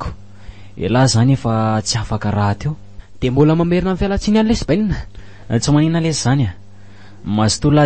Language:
Malagasy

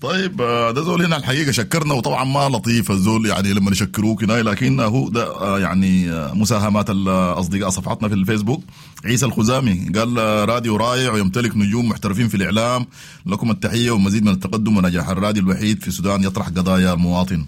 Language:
Sudanese Arabic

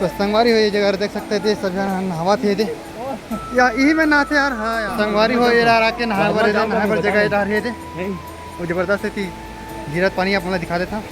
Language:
Chhattisgarhi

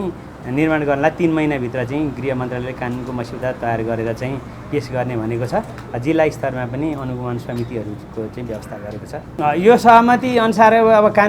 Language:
Nepali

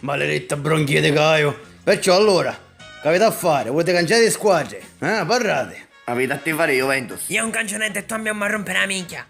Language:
Sicilian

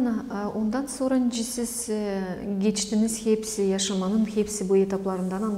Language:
Gagauz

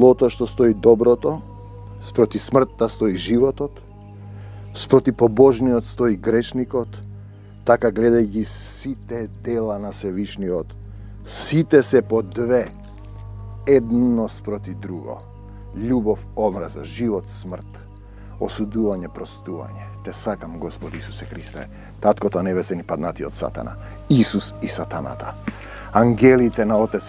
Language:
Macedonian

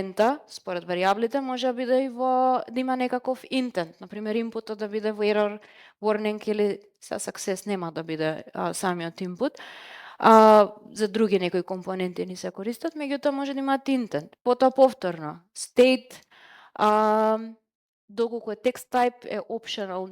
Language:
Macedonian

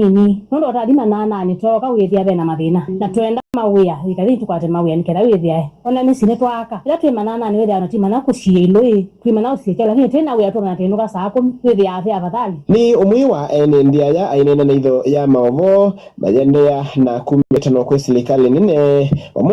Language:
Kamba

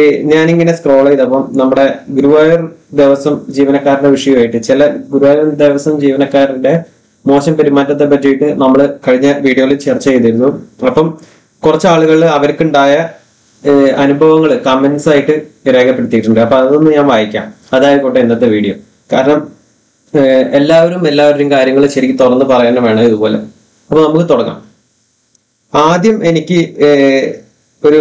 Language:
Malayalam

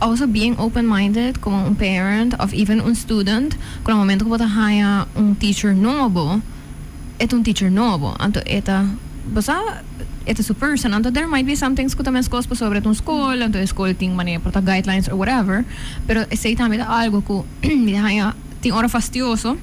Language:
Papiamento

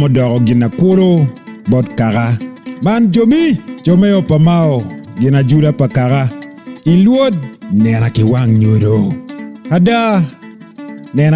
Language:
Acoli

